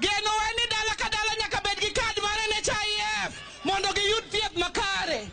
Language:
Luo (Kenya and Tanzania)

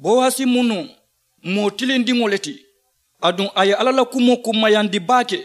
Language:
Mandingo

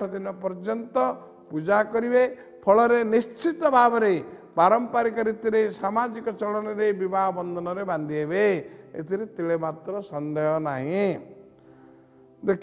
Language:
Odia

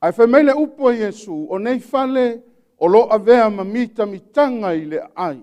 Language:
Samoan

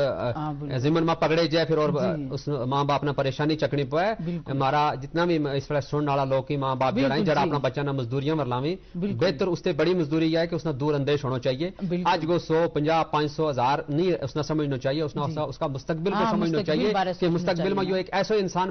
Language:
Gujari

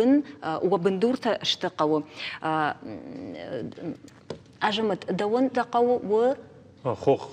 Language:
Ossetic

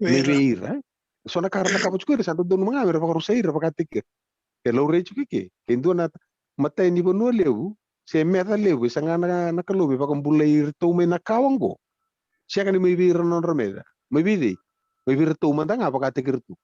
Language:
Fijian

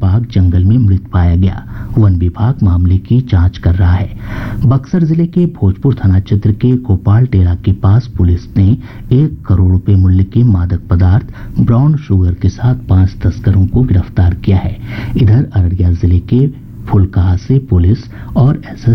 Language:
Hindi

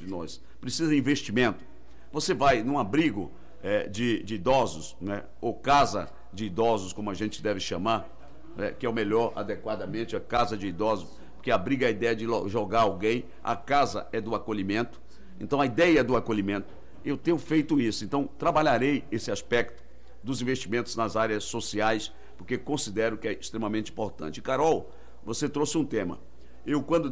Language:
Portuguese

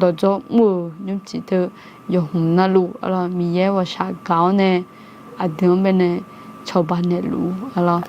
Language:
Akha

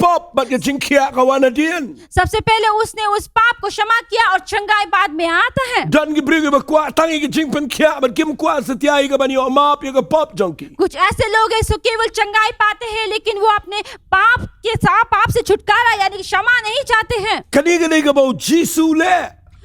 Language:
Khasi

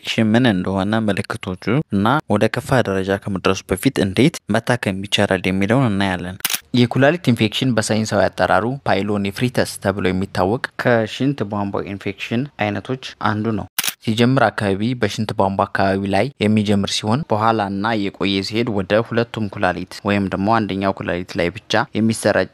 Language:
Amharic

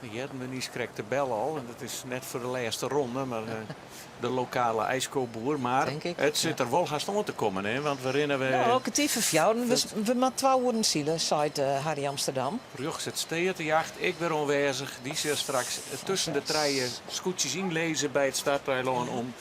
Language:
Western Frisian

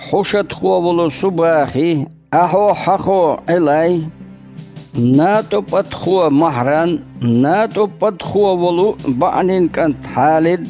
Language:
Chechen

